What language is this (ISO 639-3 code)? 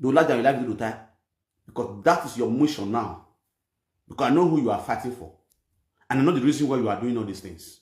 pcm